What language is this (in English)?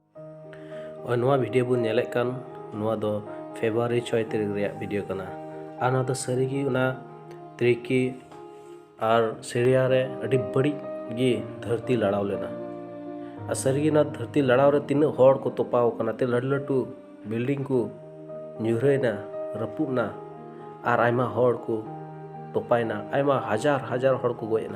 Santali